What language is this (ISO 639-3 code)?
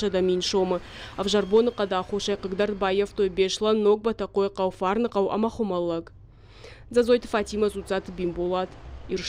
oss